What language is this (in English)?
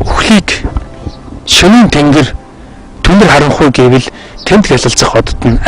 Mongolian